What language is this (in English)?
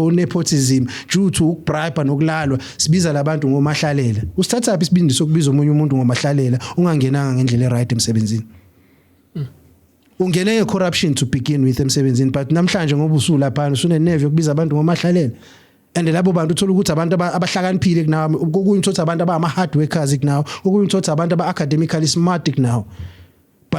Zulu